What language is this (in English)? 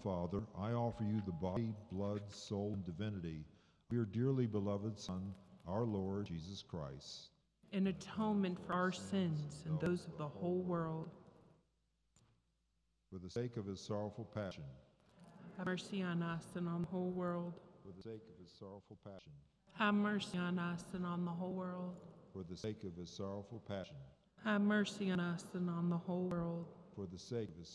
English